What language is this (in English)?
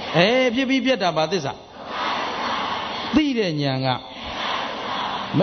Burmese